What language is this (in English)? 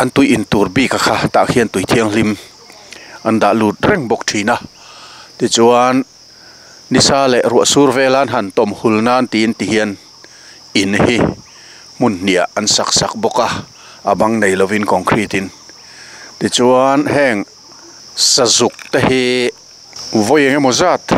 Mizo